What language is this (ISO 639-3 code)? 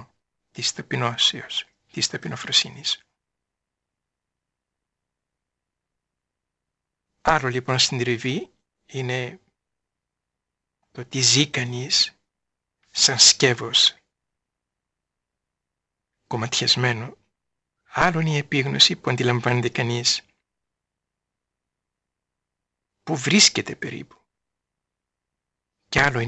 ell